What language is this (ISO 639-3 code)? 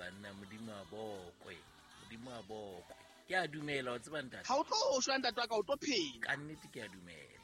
sot